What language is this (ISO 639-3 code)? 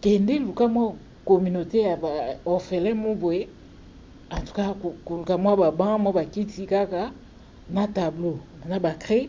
lin